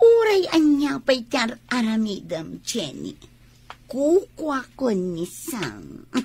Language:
Iloko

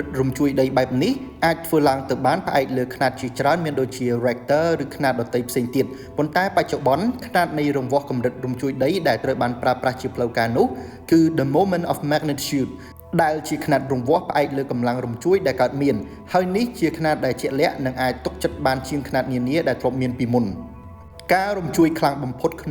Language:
Khmer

